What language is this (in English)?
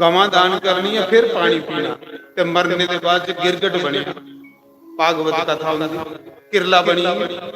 Dogri